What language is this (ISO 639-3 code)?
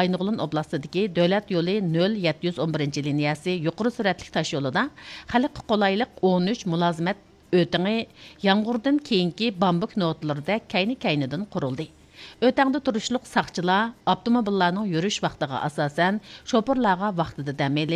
uig